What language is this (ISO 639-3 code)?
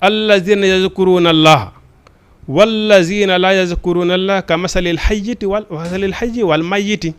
ful